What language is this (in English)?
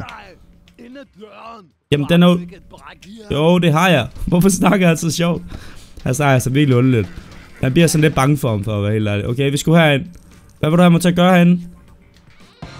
Danish